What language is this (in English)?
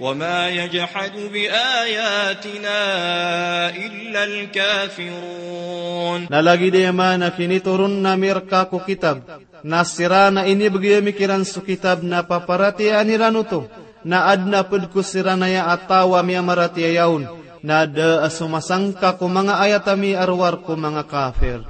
Maranao